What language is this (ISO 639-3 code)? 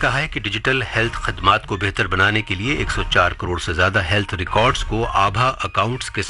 urd